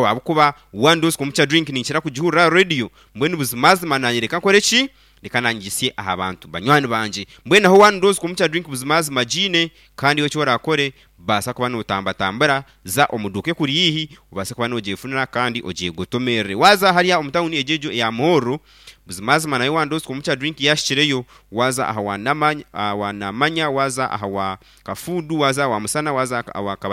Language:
Nyankole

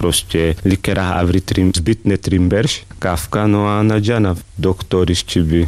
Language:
Carpathian Romani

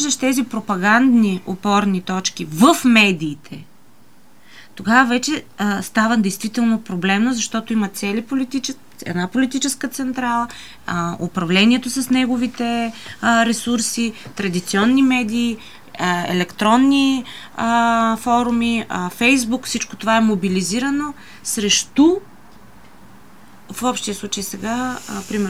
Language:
Bulgarian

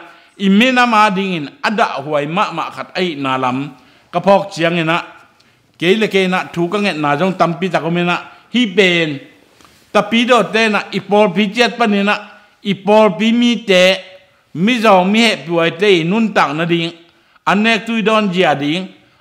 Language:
Tedim Chin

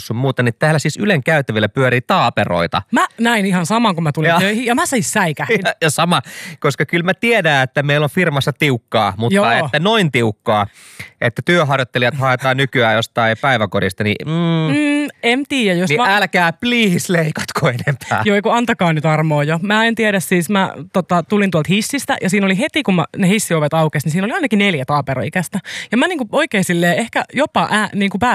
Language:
Finnish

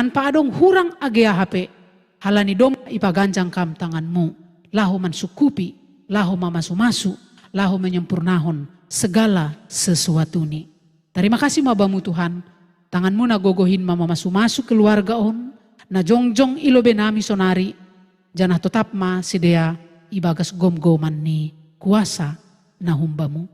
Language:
Batak Simalungun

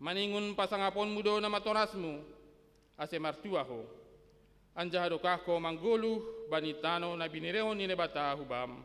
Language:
Batak Simalungun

